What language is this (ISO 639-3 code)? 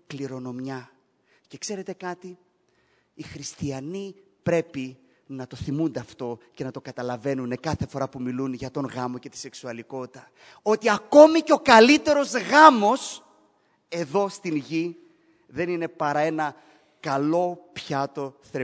ell